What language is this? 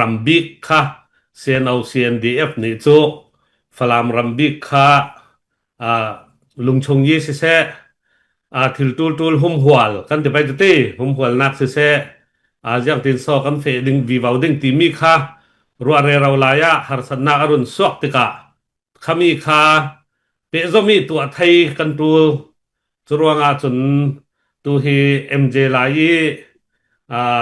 Falam Chin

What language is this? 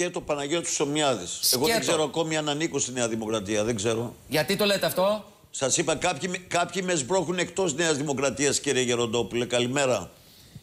Greek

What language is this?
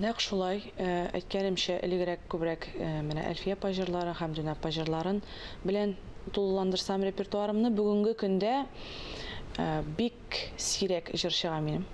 Tatar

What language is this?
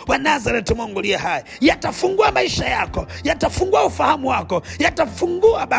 Swahili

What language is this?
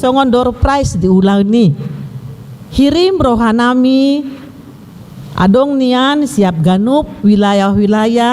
Batak Toba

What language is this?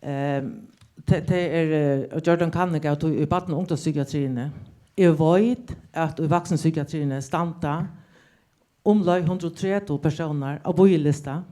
Faroese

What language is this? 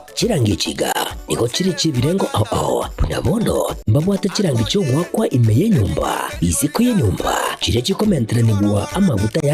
Gusii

